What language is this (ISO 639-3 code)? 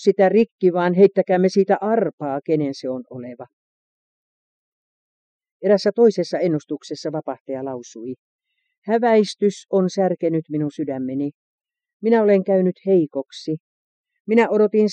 fin